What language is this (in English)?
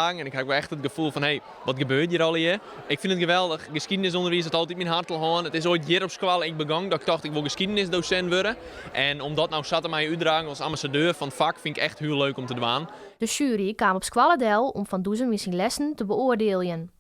Western Frisian